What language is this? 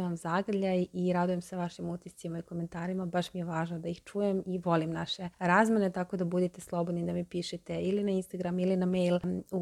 Serbian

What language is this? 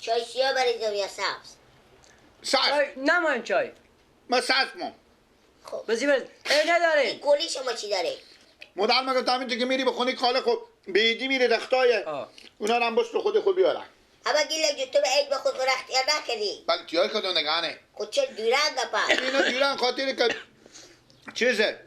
Persian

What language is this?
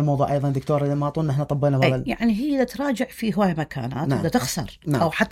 Mesopotamian Arabic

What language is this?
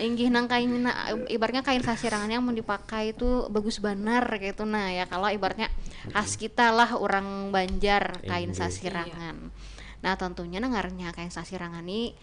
Banjar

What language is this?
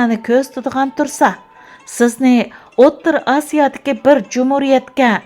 Uyghur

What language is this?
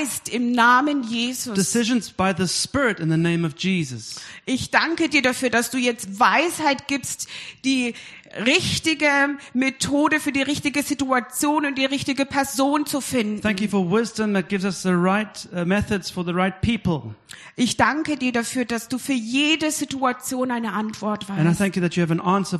German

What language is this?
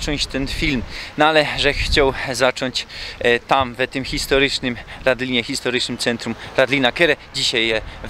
Silesian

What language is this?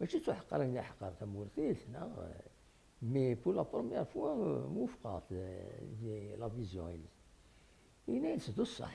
Kabyle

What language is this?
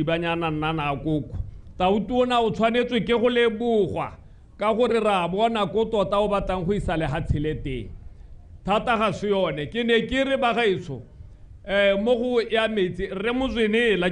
Tswana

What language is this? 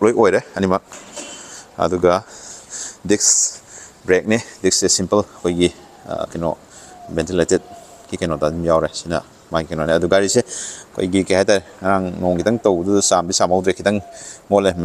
Manipuri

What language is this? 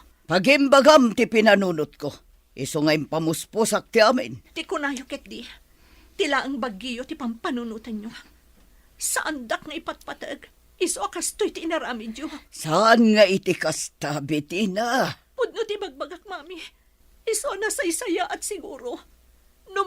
Iloko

